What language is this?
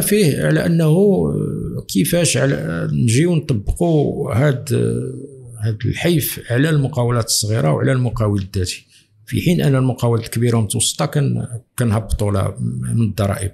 Moroccan Arabic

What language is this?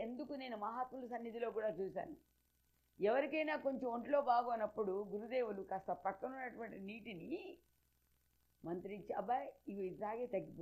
Telugu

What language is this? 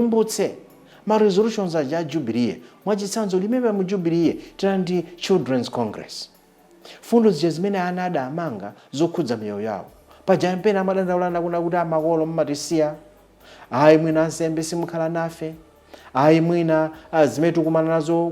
Nyanja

